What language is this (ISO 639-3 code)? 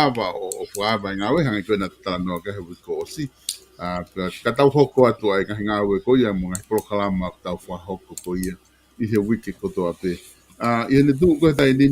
ton